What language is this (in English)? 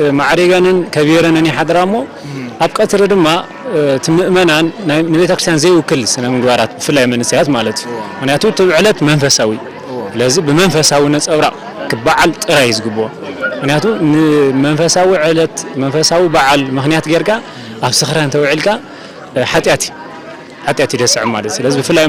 Tigrinya